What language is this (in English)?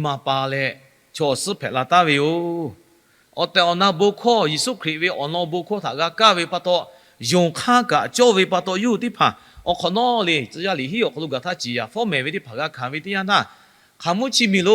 Lahu